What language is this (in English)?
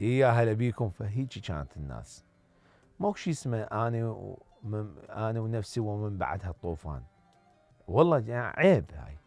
Mesopotamian Arabic